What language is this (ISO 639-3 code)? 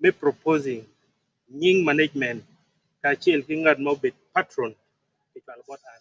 ach